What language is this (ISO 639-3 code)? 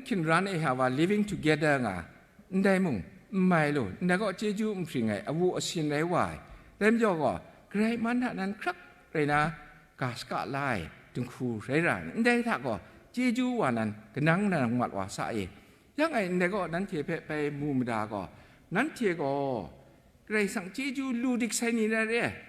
kac